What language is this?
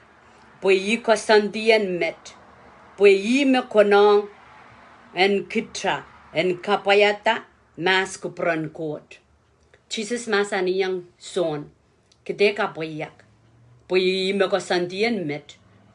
Pohnpeian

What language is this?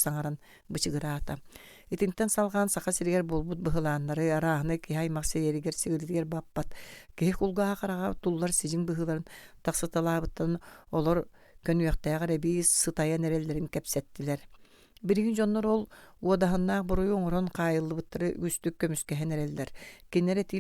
Yakut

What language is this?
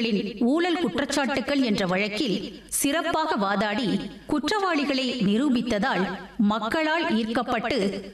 Tamil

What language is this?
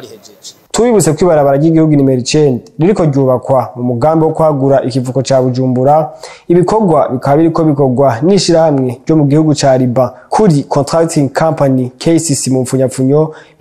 Rundi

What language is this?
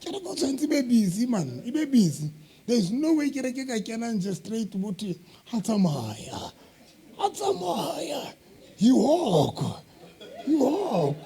Southern Sotho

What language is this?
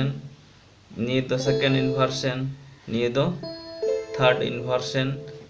Santali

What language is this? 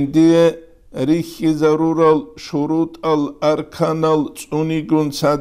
Avaric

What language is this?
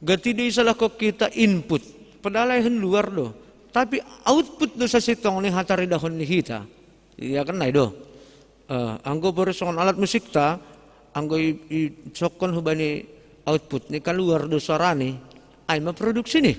Batak Simalungun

